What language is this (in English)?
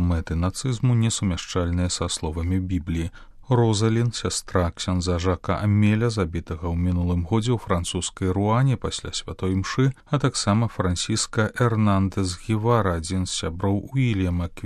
Belarusian